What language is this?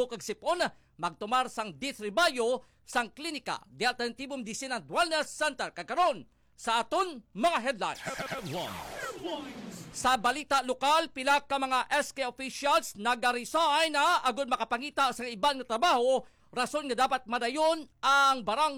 Hiligaynon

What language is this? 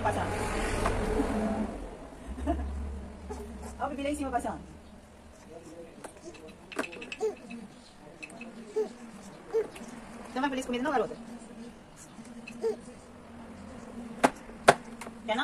Portuguese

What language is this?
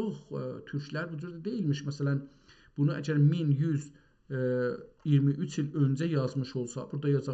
South Azerbaijani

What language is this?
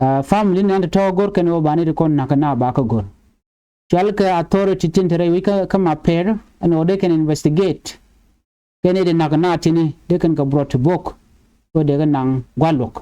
Nuer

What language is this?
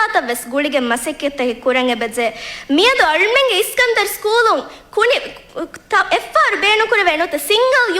Divehi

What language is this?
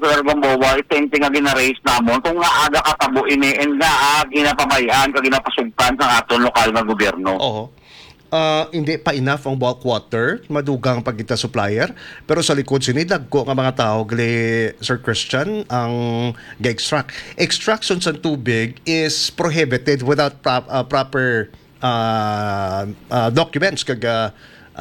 Hiligaynon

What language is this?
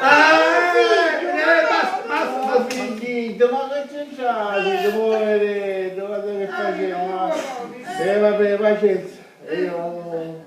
Sicilian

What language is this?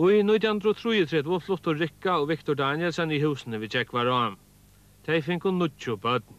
Faroese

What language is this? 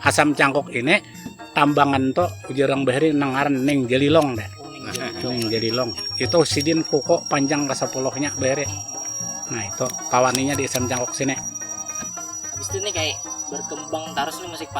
Banjar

